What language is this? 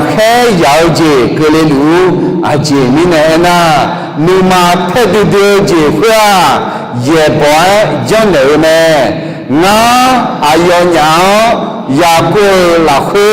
Akha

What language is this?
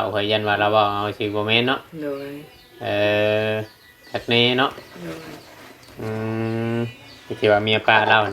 Northeastern Thai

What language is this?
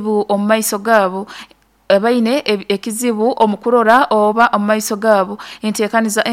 Nyoro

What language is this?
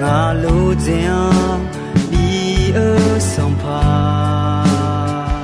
Akha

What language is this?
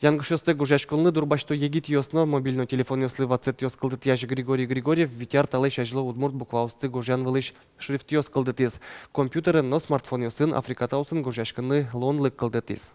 Udmurt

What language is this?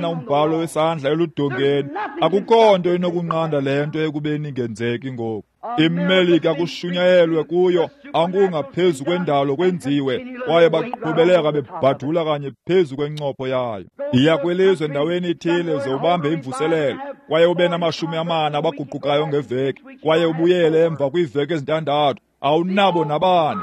Xhosa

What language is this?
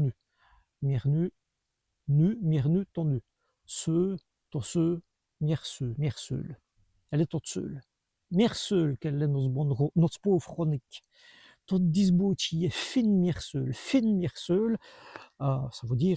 Walloon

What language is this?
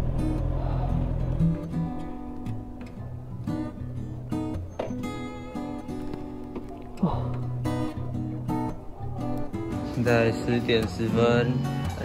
Chinese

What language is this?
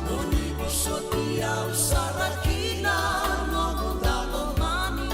Fijian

